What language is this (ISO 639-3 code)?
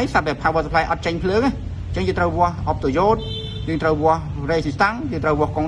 khm